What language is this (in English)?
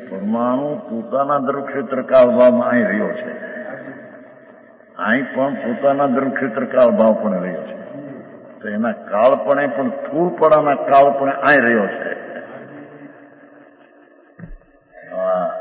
Gujarati